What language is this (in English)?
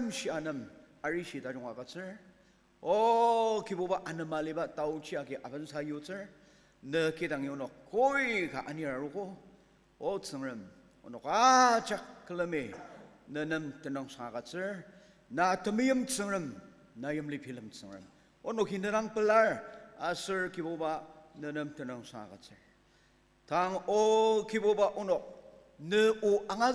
Ao Naga